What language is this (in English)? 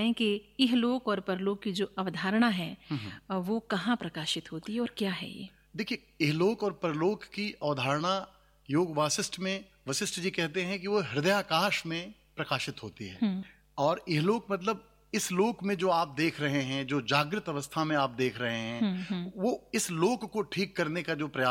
Hindi